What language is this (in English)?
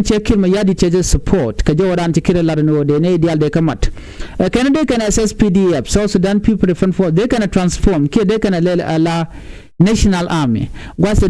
Nuer